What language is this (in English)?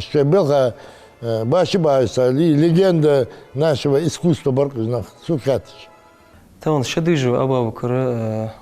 Ingush